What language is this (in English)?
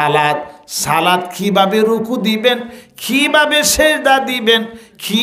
Bangla